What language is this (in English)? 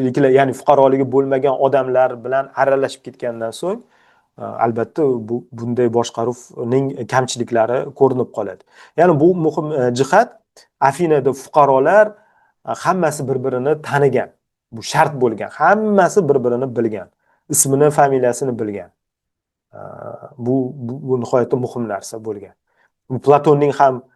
Uzbek